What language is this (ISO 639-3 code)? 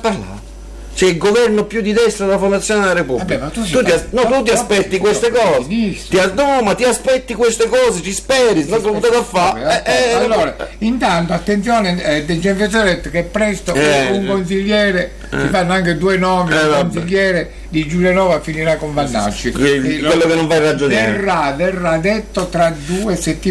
ita